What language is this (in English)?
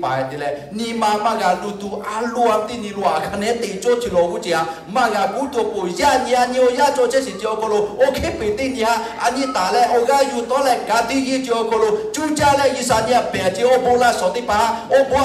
Lahu